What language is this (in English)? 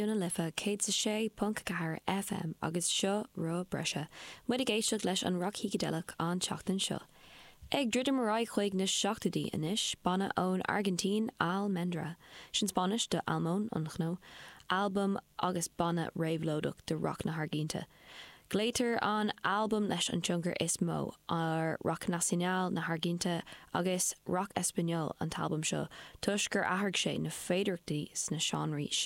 Irish